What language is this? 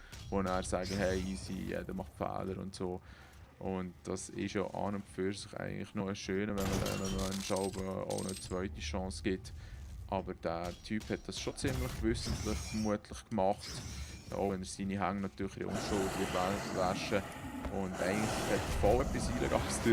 Swiss German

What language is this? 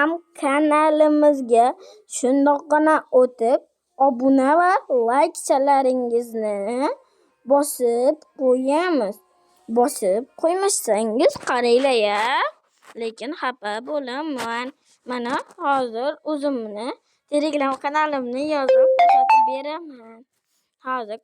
Uzbek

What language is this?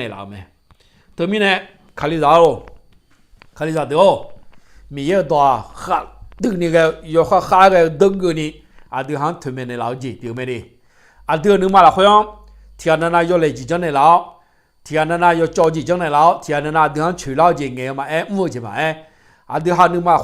Akha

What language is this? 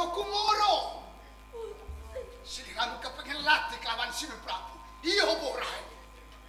Javanese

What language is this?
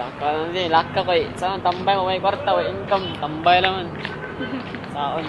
Cebuano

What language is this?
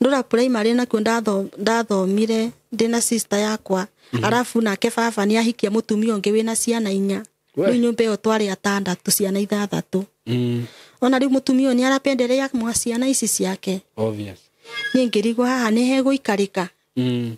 Kikuyu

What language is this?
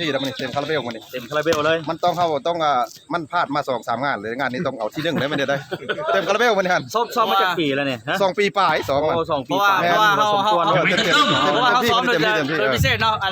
Lao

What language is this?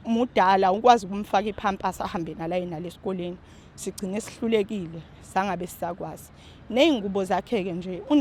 Zulu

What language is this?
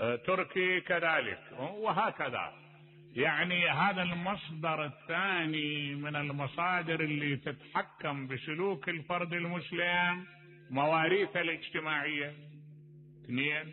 Mesopotamian Arabic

